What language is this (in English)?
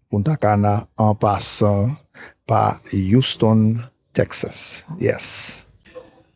Haitian Creole